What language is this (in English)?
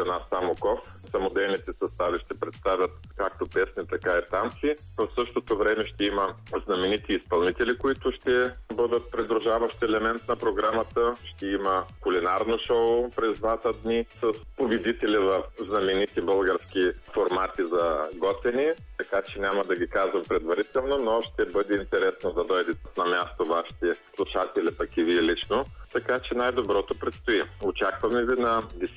Bulgarian